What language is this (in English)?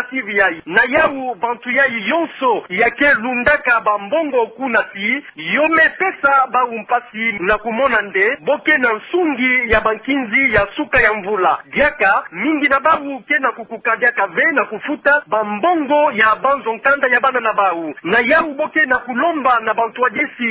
Kituba (Democratic Republic of Congo)